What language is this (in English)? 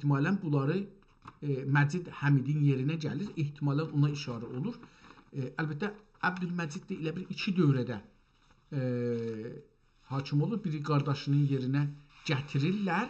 South Azerbaijani